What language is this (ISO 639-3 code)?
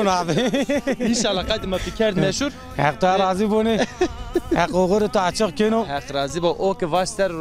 zza